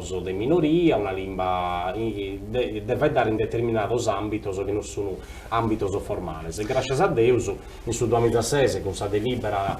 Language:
Sardinian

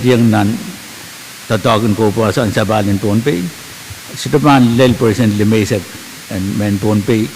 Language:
Pohnpeian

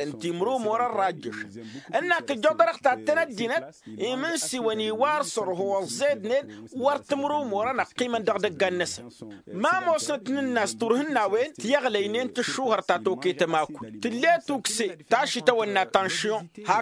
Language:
Tamasheq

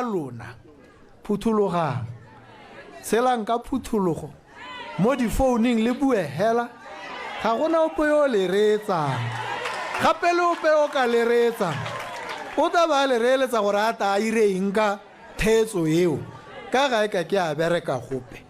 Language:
Tswana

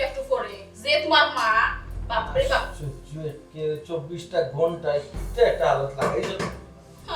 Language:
Sylheti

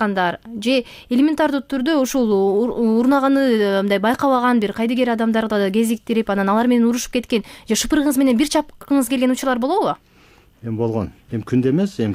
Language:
Kyrgyz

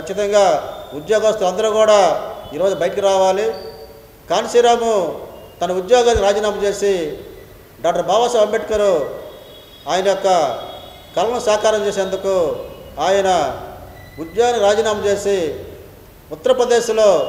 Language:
Telugu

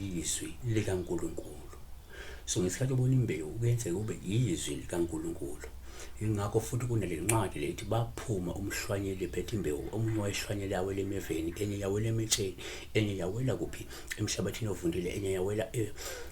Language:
Zulu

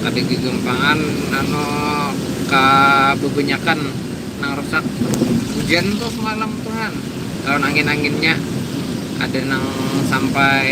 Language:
Banjar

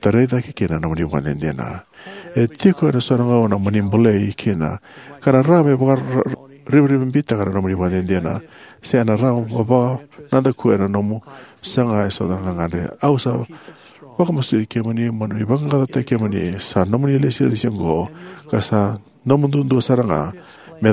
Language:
Fijian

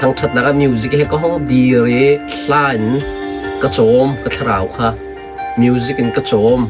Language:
Hakha Chin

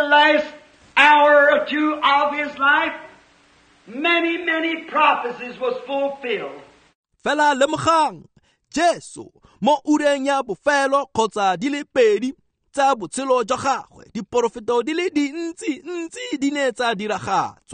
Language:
Tswana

